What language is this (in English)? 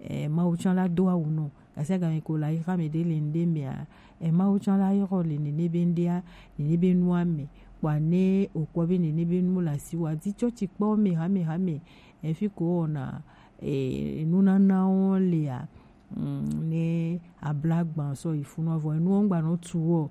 Gen